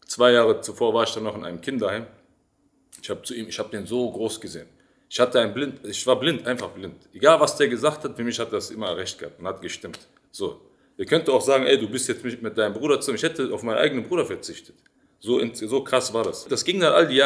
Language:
German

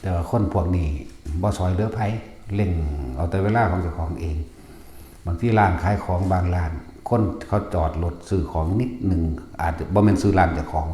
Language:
Northeastern Thai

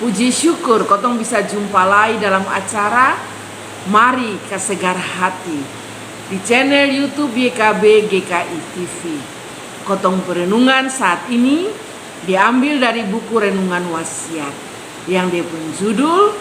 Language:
Kupang Malay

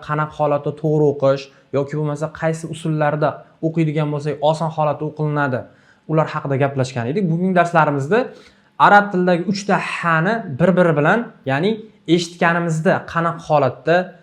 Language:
Uzbek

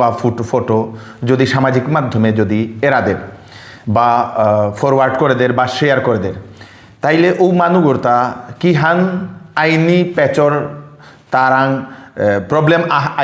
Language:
Bishnupriya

